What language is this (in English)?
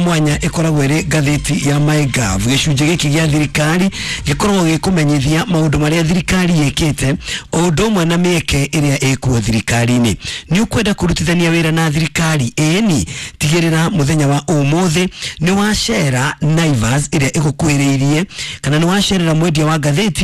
Kikuyu